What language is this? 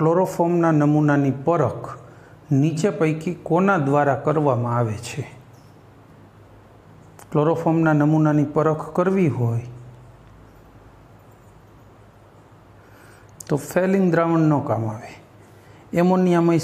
Gujarati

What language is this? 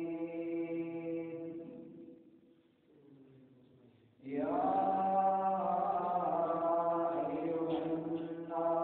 Urdu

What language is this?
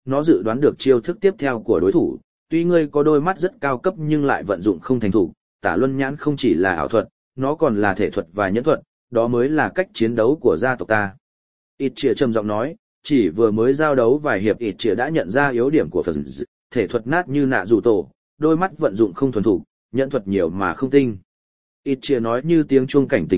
Vietnamese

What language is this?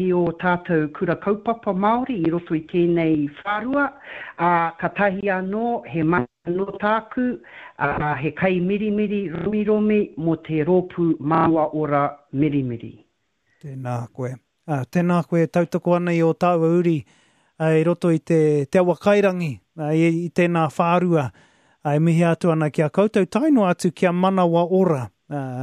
Māori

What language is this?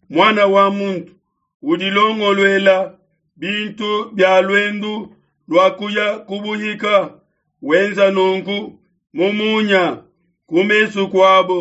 Luba-Lulua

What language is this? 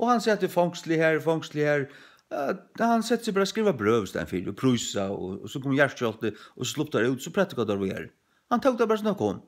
Faroese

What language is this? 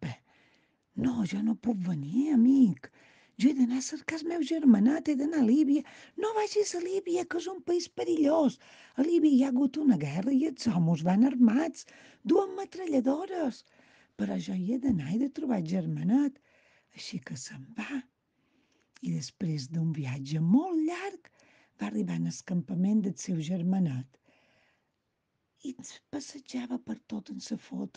Catalan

